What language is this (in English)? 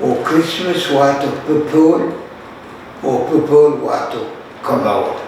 Pohnpeian